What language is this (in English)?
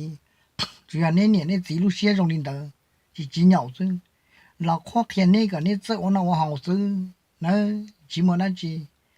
Hmong